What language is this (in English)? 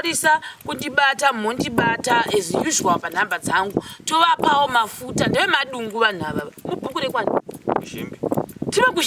Shona